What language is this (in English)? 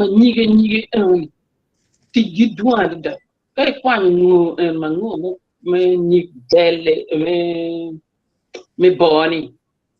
Acoli